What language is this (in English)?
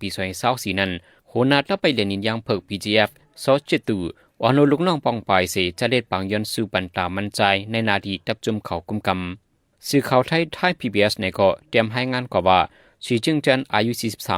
Shan